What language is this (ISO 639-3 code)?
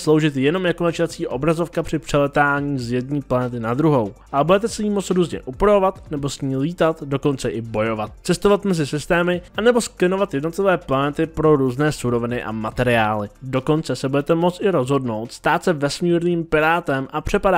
ces